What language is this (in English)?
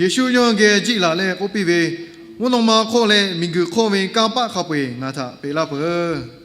Lahu